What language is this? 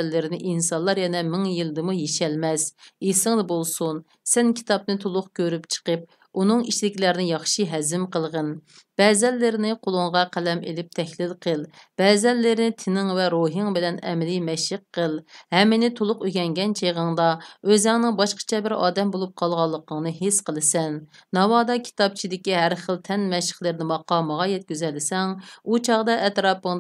Uyghur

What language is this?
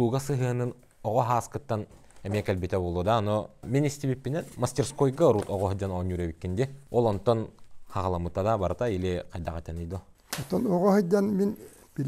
Yakut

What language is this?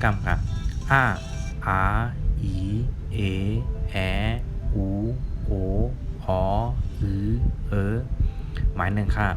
Shan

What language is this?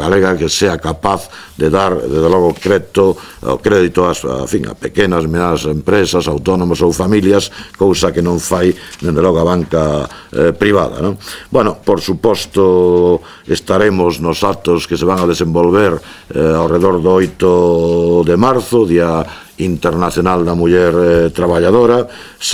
Galician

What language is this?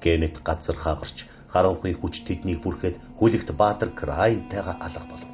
Mongolian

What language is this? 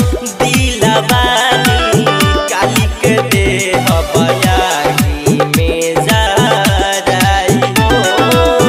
Bhojpuri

